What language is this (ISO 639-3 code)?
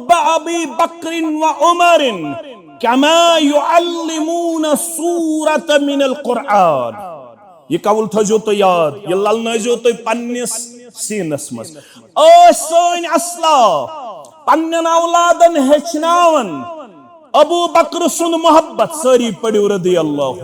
kas